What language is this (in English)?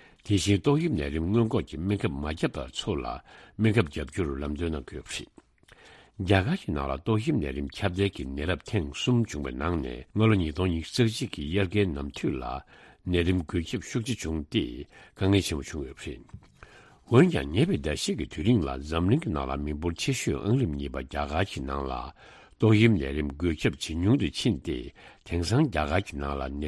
Tibetan